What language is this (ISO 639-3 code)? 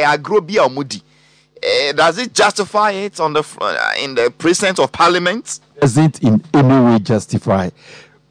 aka